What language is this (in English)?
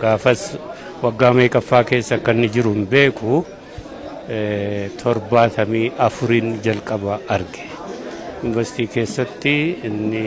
Oromo